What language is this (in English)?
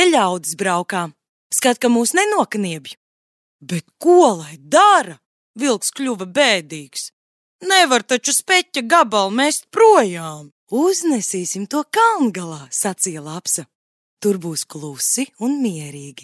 Latvian